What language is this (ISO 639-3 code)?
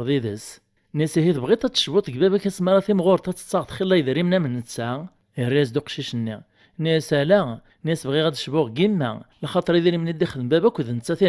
kab